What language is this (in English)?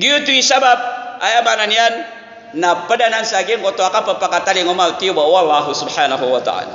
Maranao